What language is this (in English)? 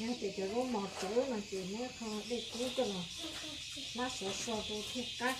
Hmong